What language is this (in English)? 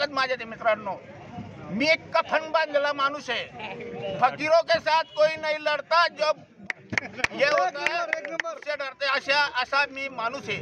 Marathi